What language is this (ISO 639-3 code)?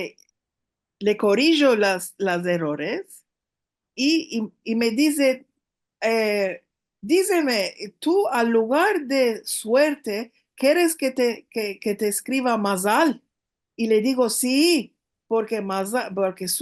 lad